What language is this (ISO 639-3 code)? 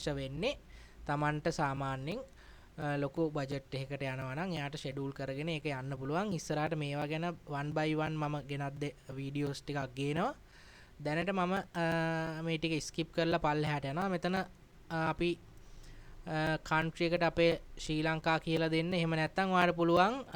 sin